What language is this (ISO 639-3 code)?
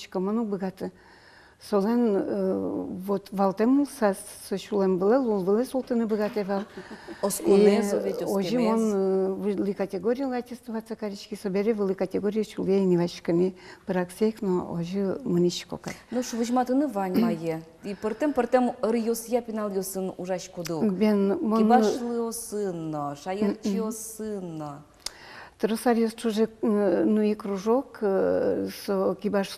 udm